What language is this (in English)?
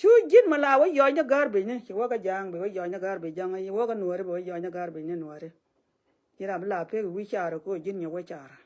Nuer